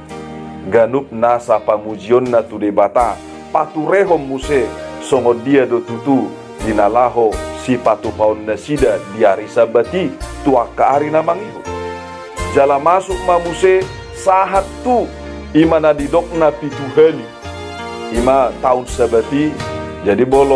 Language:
Batak Toba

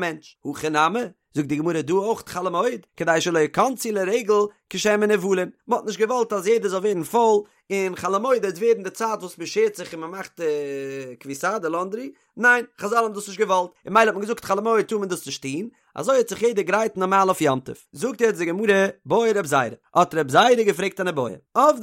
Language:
Yiddish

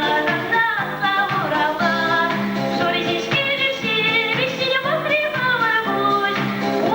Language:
Chuvash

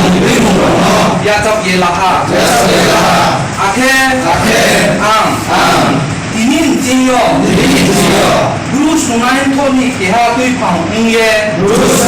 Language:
Riang (India)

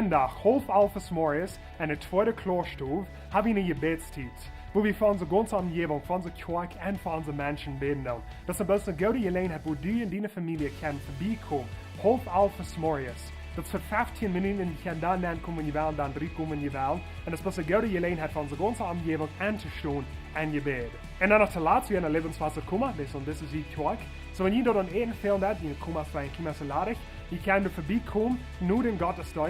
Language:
Plautdietsch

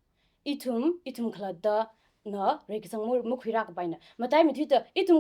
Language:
Tangkhul Naga (India)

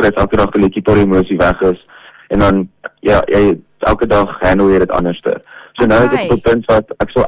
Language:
Afrikaans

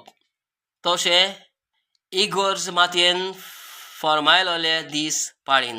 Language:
Konkani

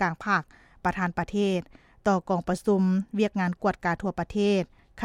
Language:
Lao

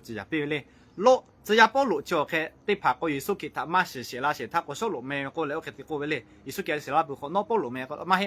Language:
Lahu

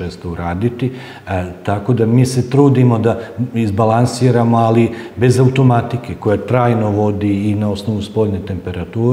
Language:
Serbian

